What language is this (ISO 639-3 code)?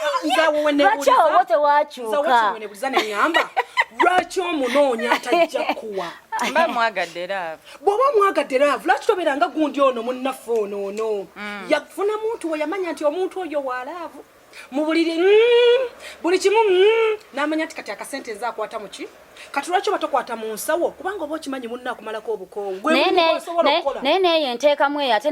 lug